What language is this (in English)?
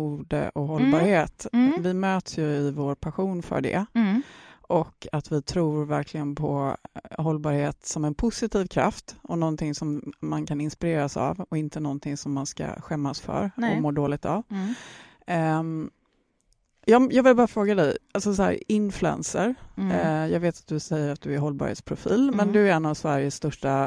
Swedish